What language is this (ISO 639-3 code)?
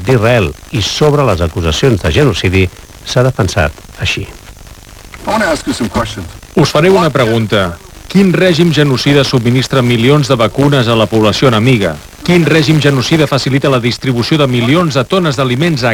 cat